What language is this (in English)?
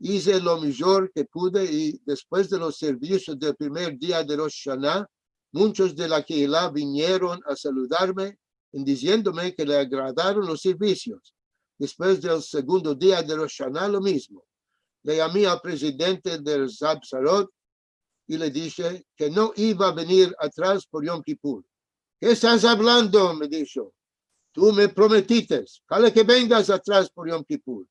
Ladino